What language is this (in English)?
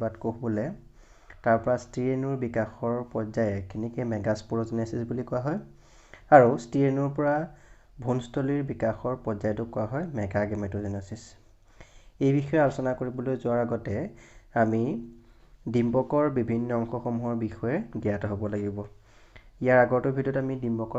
Assamese